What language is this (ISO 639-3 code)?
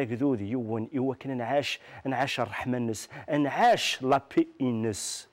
kab